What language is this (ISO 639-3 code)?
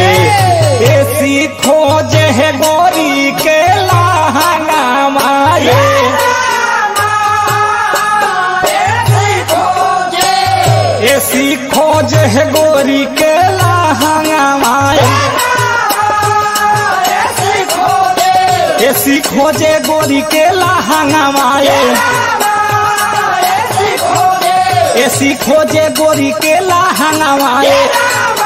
bho